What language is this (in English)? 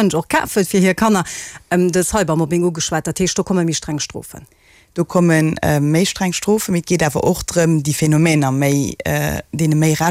Luxembourgish